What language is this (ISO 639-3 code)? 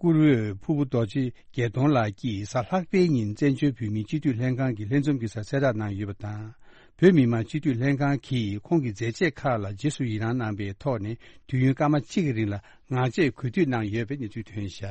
bod